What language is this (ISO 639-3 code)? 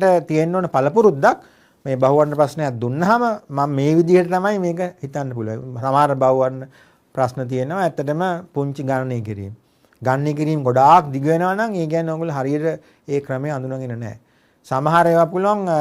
sin